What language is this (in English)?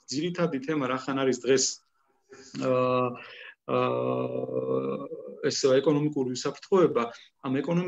Georgian